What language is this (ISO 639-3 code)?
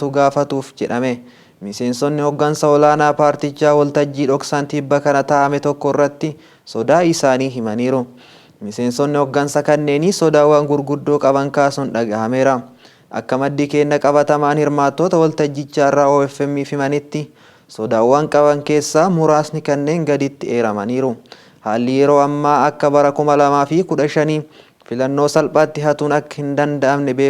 orm